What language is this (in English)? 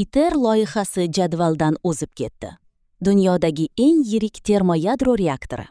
Uzbek